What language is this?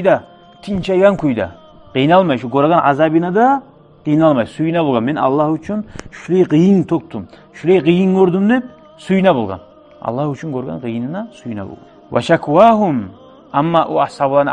Kumyk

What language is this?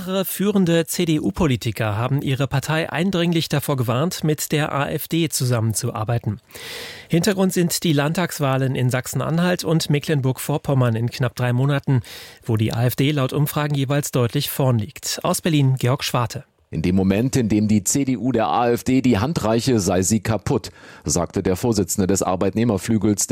German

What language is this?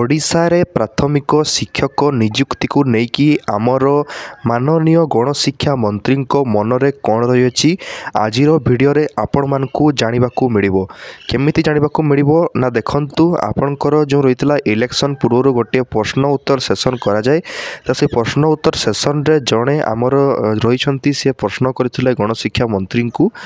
Odia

